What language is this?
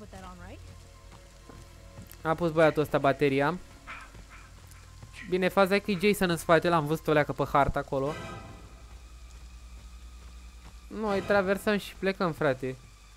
Romanian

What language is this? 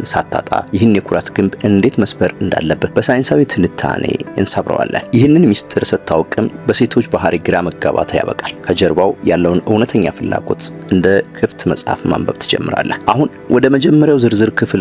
Amharic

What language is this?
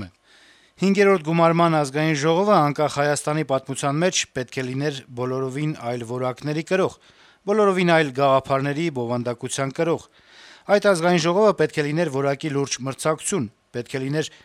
Armenian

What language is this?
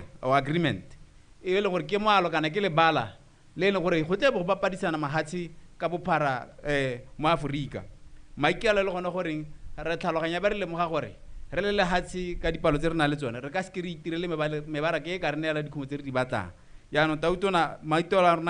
Tswana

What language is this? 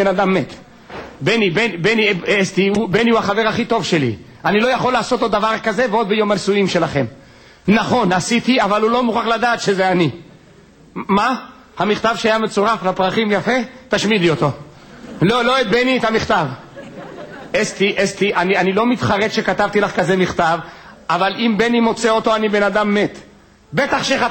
Hebrew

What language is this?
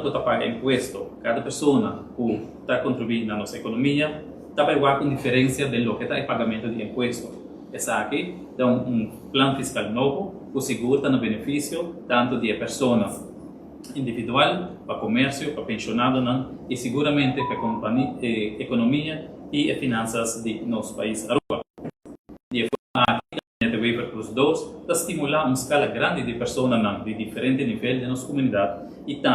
Papiamento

